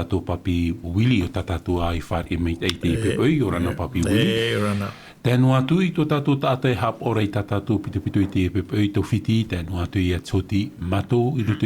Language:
Tahitian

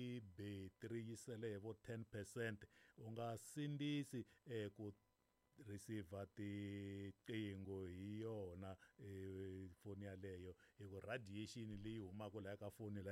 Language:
Tsonga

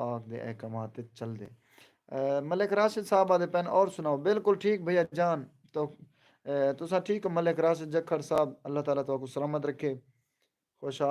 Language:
Saraiki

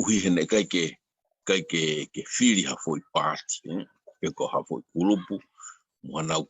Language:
Tongan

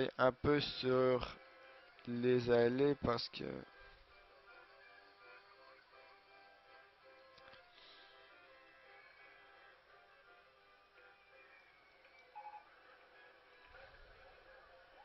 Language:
French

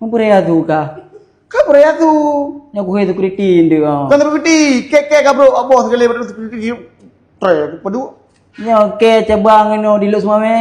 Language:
Achinese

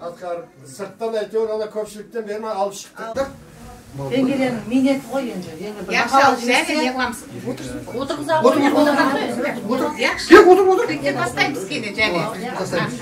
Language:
Kara-Kalpak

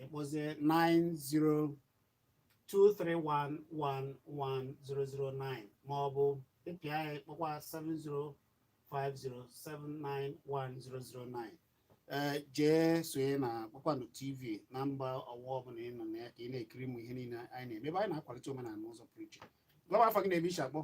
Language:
Igbo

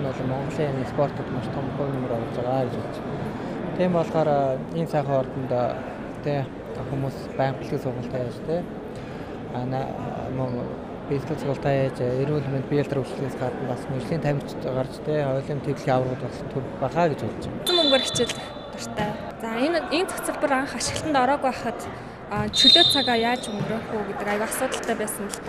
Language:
Mongolian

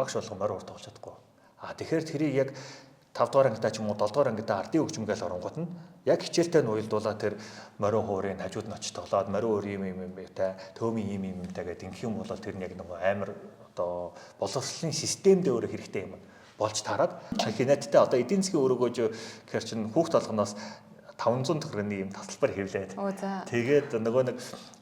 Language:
Mongolian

